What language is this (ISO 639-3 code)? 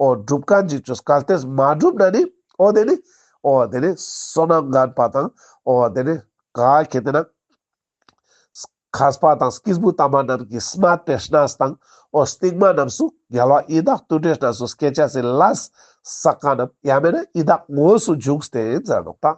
lbj